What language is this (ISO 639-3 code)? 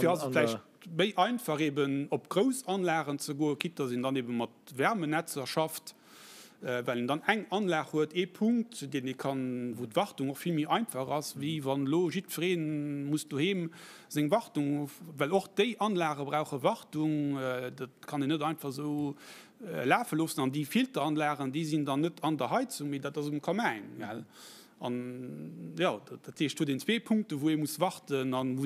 ltz